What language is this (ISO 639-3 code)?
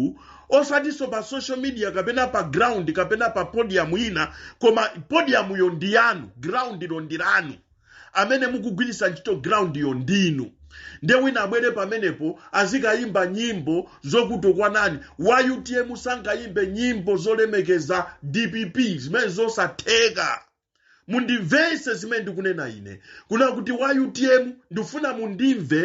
nya